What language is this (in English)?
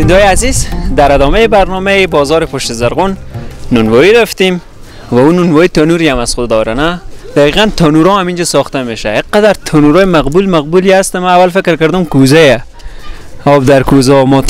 Persian